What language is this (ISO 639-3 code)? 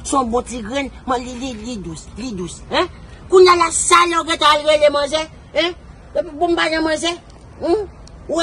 hat